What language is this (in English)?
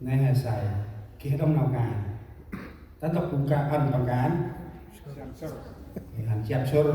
Central Mnong